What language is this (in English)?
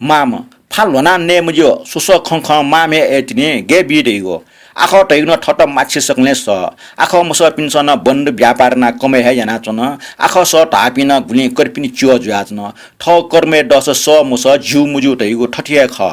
Newari